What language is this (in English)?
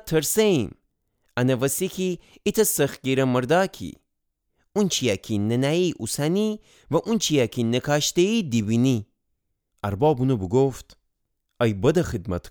Gilaki